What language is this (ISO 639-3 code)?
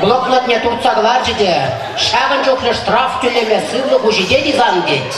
chv